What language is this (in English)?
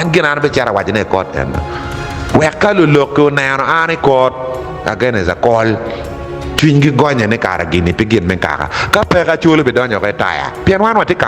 Acoli